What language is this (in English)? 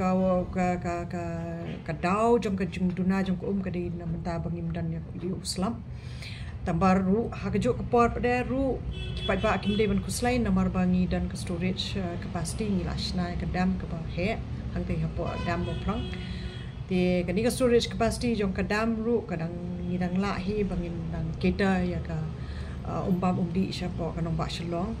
Khasi